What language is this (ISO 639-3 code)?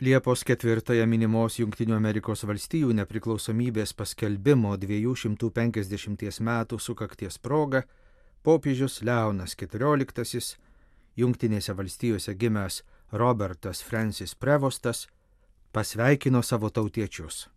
lit